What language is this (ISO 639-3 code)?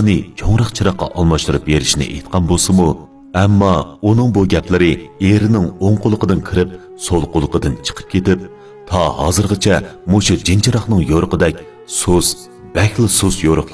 uig